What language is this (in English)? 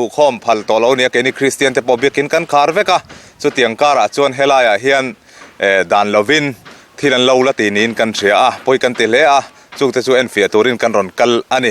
Mizo